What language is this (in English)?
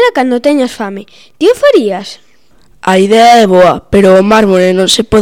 Galician